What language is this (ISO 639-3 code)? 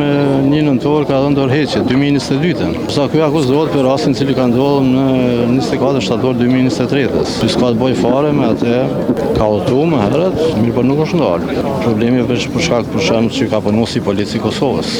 sqi